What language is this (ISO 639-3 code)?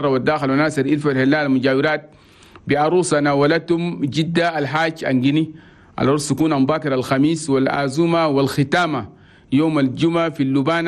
shu